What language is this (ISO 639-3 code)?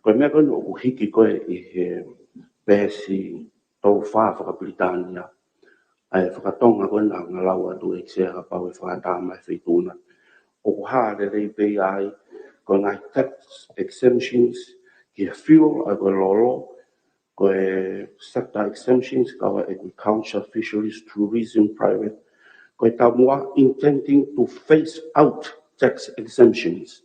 ton